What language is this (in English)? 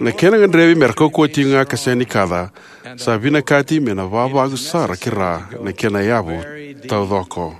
Fijian